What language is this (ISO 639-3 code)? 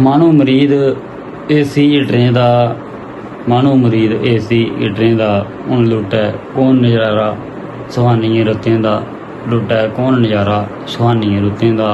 doi